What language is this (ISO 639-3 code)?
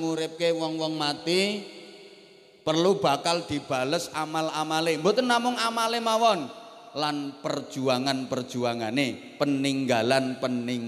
jav